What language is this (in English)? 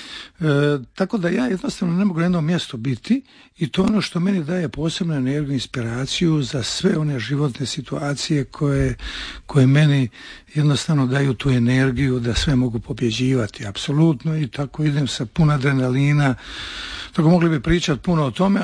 Croatian